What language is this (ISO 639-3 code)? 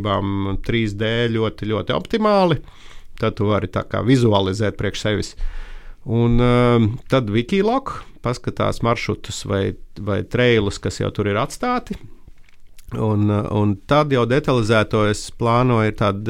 lav